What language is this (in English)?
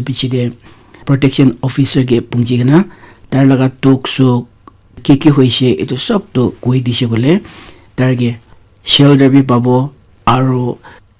Naga Pidgin